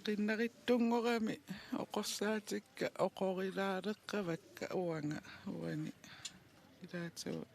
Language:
Kalaallisut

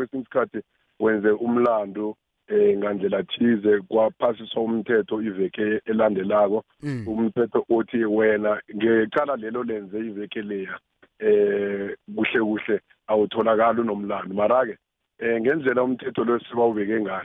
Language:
South Ndebele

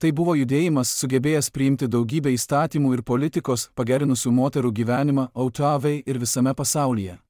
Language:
Lithuanian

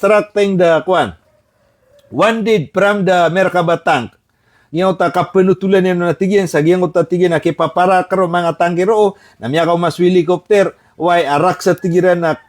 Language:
Maranao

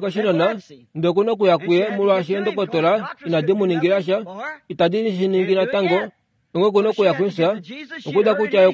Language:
Kuanyama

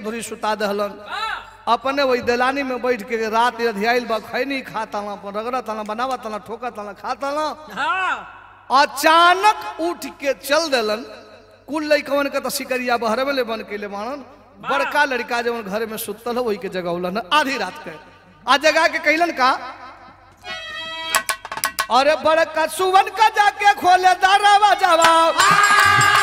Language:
Bhojpuri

